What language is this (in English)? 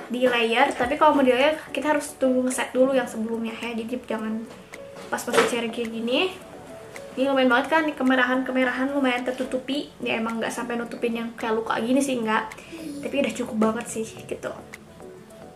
Indonesian